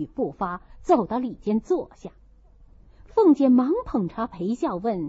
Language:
Chinese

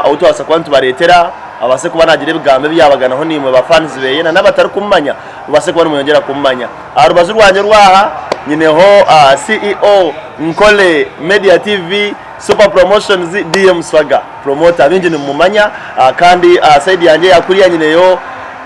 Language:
Nyankole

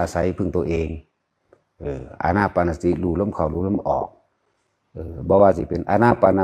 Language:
Northeastern Thai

